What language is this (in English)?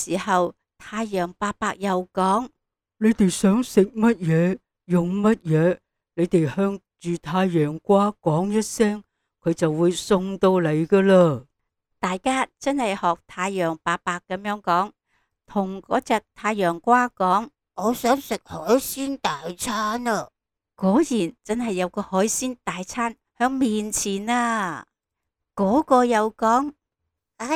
Cantonese